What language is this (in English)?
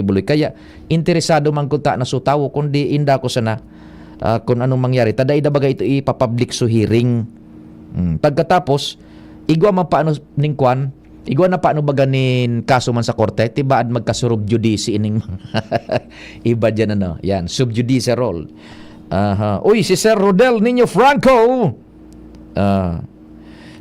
Bikol